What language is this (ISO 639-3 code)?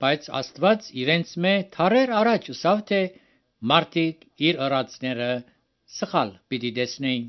hye